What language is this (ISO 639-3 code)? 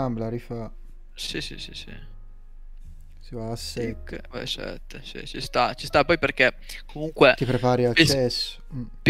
ita